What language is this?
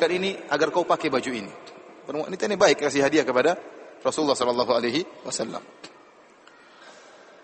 Indonesian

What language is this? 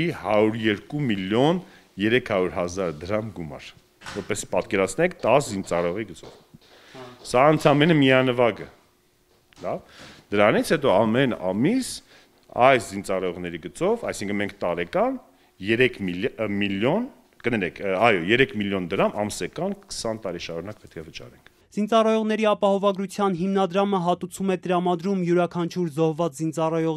Armenian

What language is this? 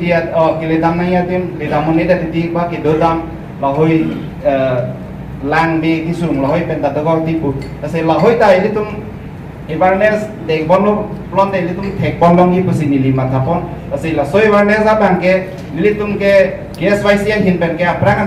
Karbi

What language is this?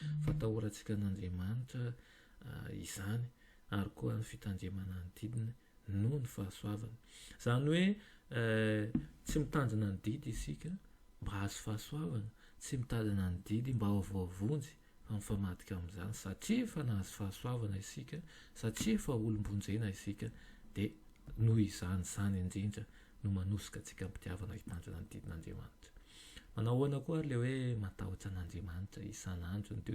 Malagasy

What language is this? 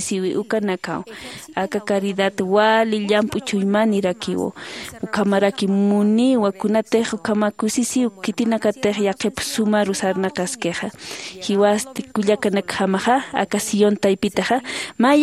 Aymara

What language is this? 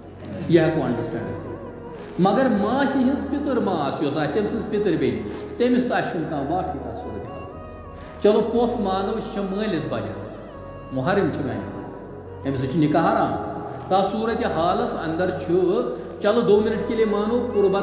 Kashmiri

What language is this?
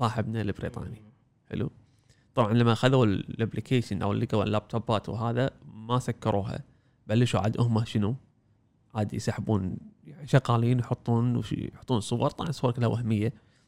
Gulf Arabic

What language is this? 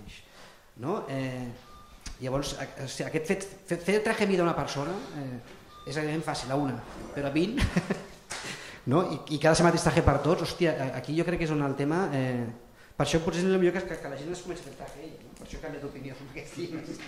Catalan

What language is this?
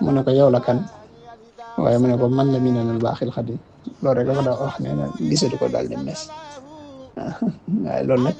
Wolof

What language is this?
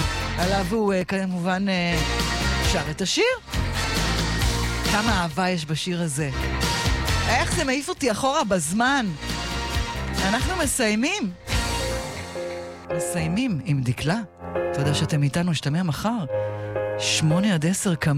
Hebrew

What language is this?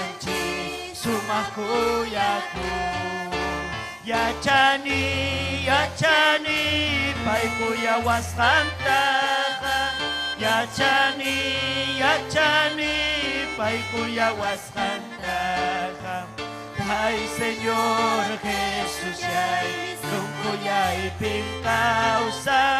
Ayacucho Quechua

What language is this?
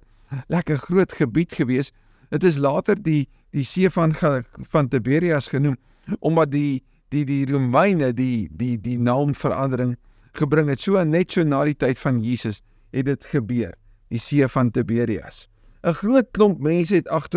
Afrikaans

